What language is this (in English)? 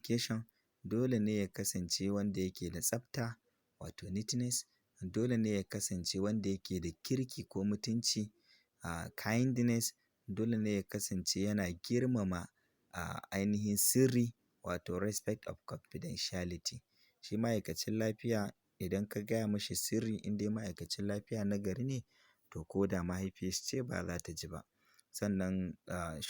Hausa